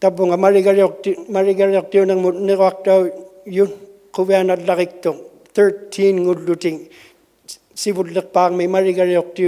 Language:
Inuktitut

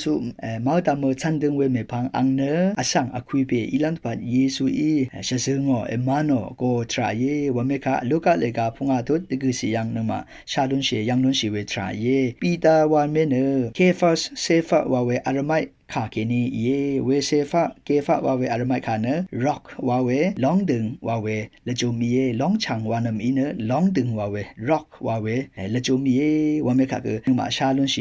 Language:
Rawang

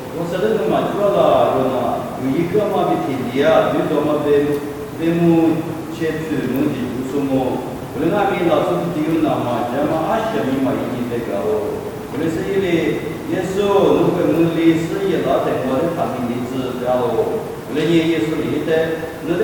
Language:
Lisu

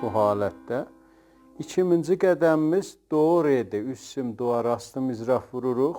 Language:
South Azerbaijani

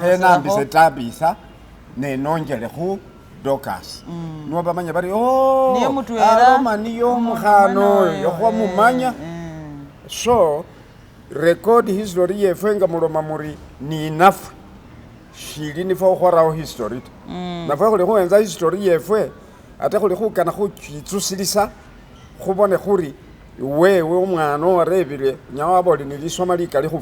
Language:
Masaaba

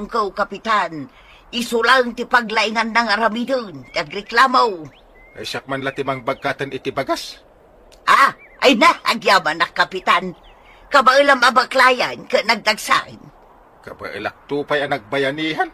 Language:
Iloko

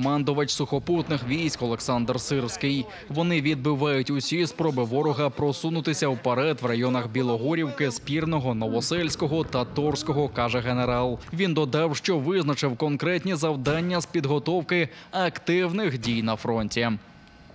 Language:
Ukrainian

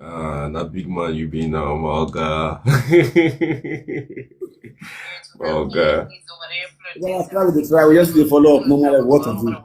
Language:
Nigerian Pidgin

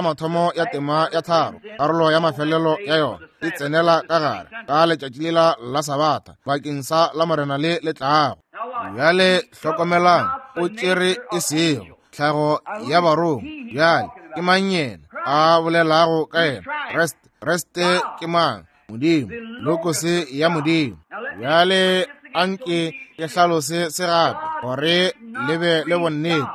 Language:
Northern Sotho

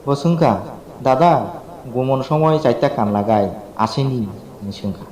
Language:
Kok Borok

